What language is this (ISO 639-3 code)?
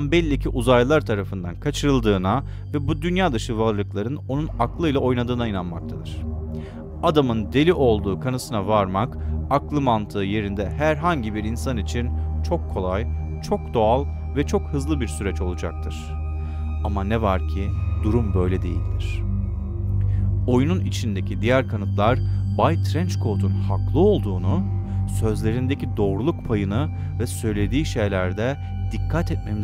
tur